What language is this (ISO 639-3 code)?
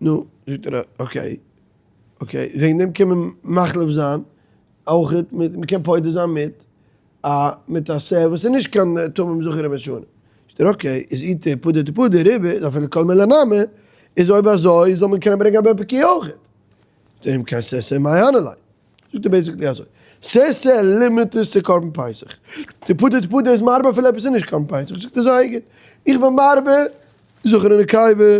yid